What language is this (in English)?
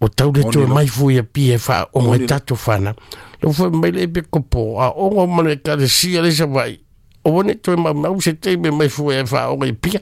Samoan